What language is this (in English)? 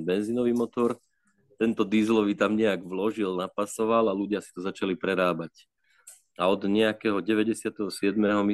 Slovak